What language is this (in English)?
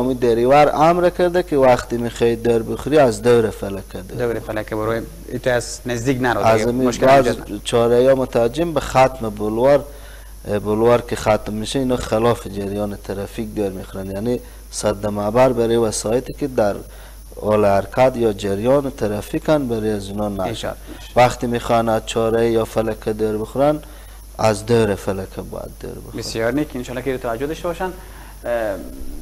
Persian